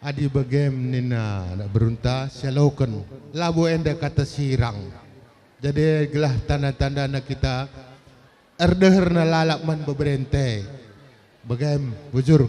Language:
Batak Karo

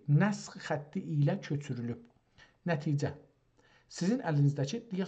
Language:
South Azerbaijani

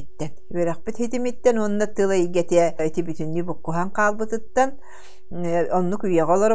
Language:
Yakut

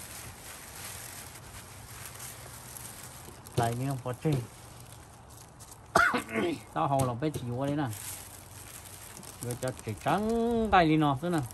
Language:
Vietnamese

